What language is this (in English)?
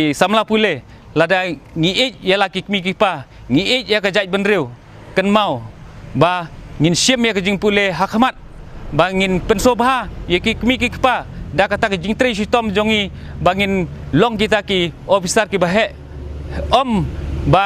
Khasi